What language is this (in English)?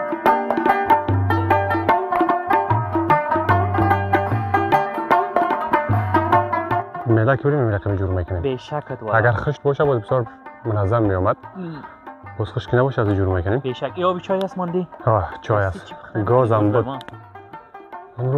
Persian